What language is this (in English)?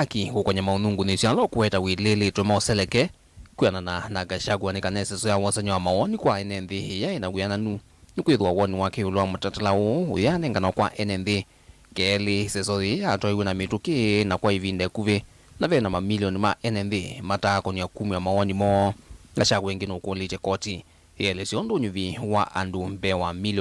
Kamba